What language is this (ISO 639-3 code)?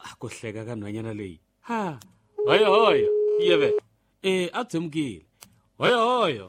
tso